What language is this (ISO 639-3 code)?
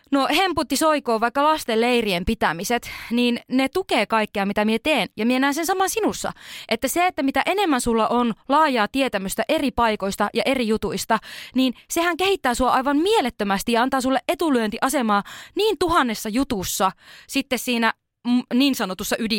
fin